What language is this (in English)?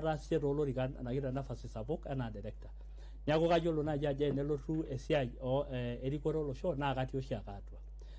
Masai